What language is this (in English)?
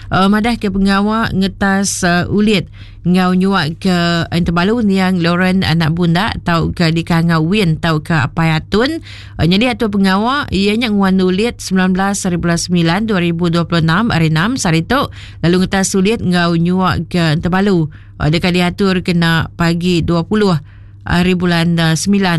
Iban